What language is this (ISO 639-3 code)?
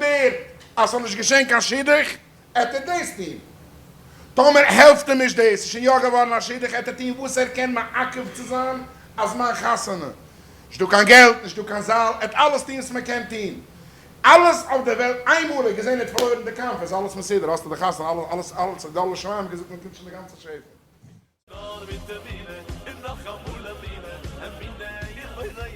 yid